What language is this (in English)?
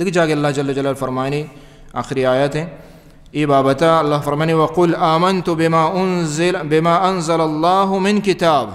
Baluchi